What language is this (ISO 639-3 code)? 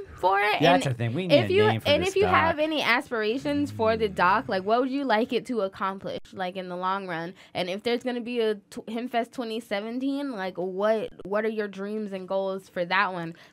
eng